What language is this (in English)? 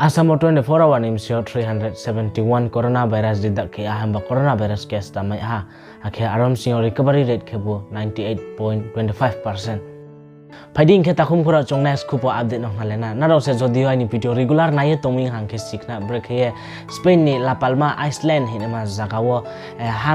Riang (India)